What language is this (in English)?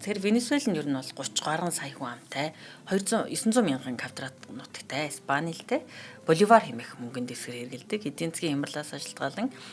Mongolian